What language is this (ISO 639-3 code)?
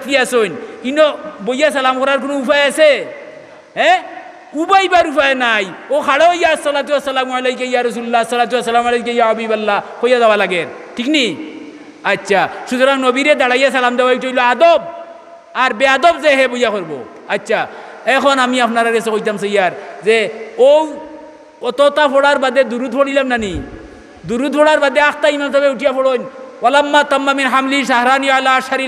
syl